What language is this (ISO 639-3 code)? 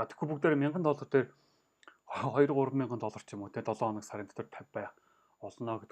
mon